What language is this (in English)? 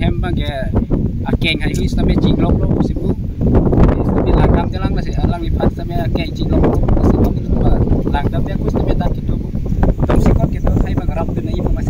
Karbi